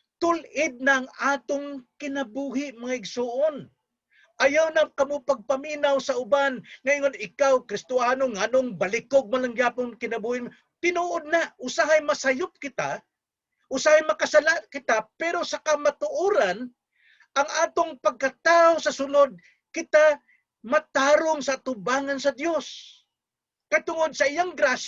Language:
Cebuano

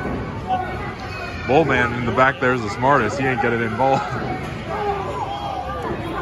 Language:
English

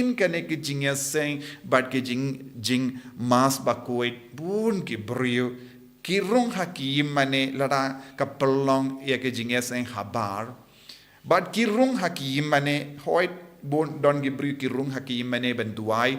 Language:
Khasi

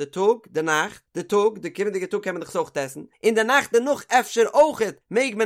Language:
Yiddish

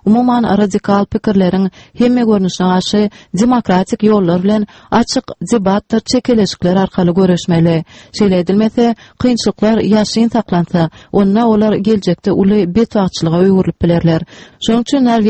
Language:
Turkmen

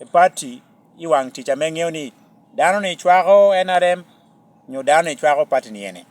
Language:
Lango (Uganda)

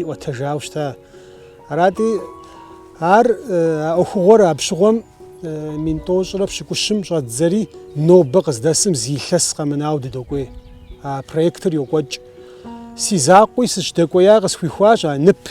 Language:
Kabardian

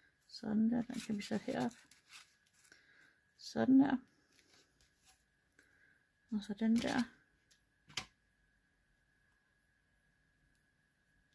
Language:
Danish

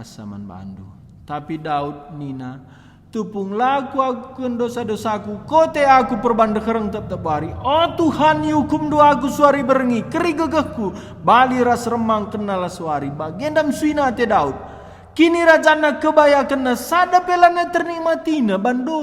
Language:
Batak Karo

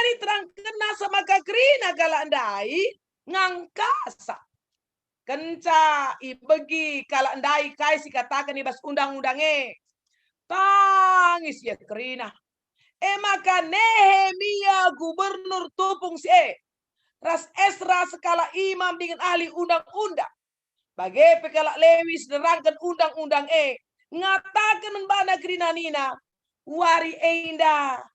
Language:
Batak Karo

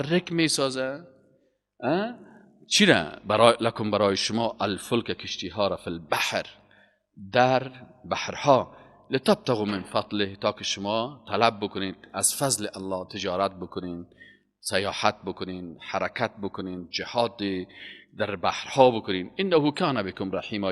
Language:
Persian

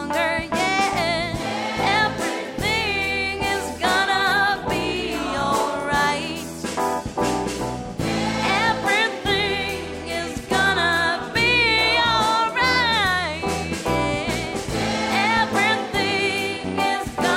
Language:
Estonian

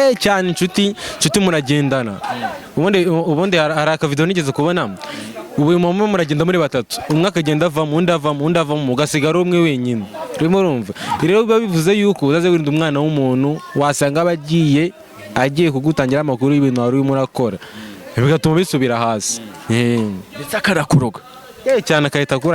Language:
Kinyarwanda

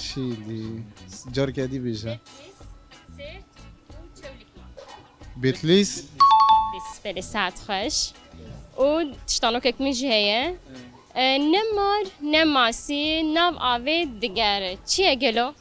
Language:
Kurdish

